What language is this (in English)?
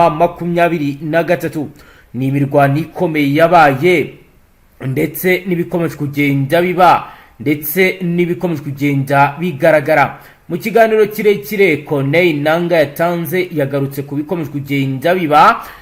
Kinyarwanda